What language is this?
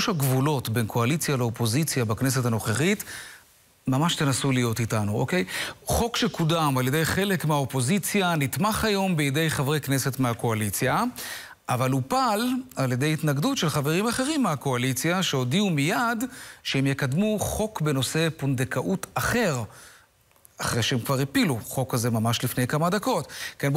Hebrew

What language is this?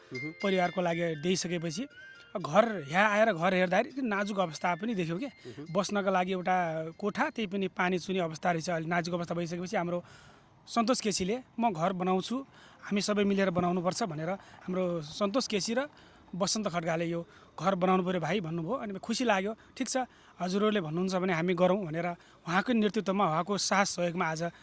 Nepali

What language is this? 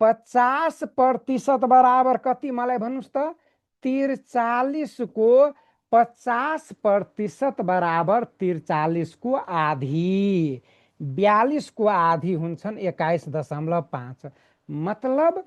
Nepali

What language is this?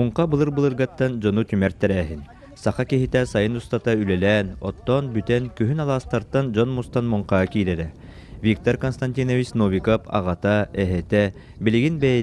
Yakut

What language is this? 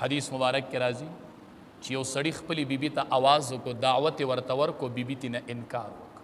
Pashto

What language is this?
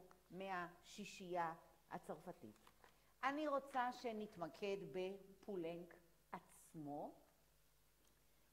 Hebrew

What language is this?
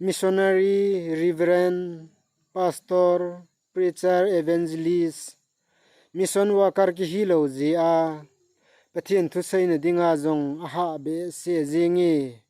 Thado Chin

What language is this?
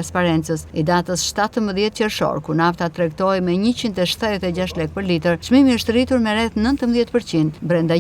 Albanian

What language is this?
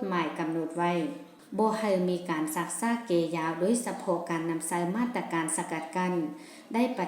Lao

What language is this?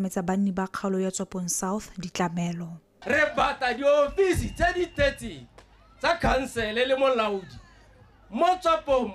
Tswana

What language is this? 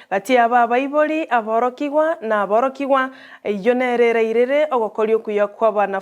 Gusii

